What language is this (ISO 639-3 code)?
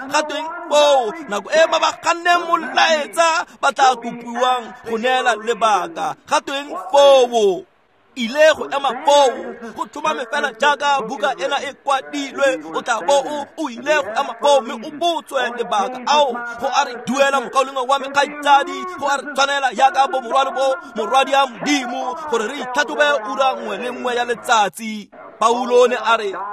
tsn